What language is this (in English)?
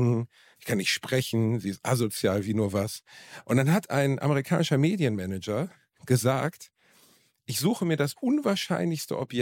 German